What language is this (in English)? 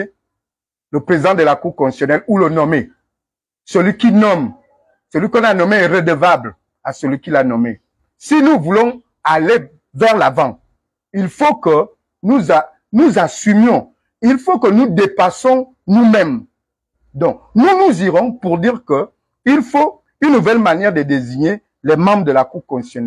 French